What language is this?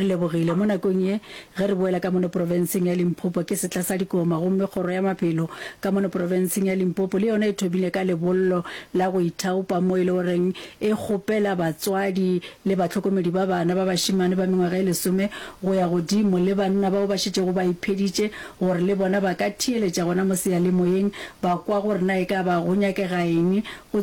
Northern Sotho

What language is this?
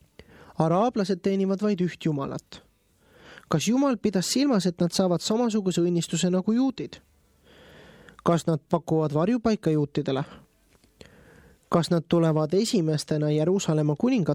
Estonian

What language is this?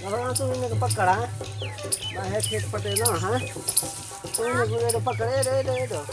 Saraiki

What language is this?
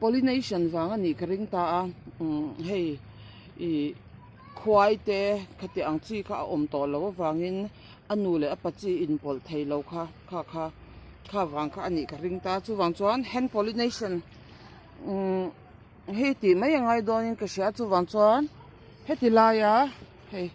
Mizo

